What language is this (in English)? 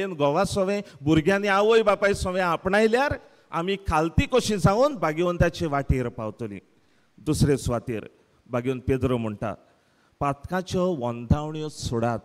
Konkani